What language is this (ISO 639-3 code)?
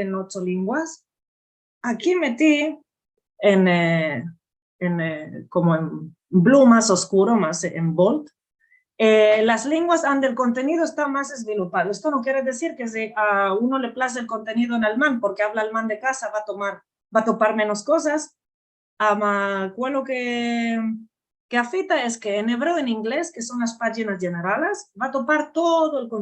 lad